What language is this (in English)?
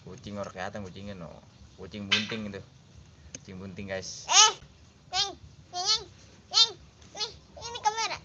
Betawi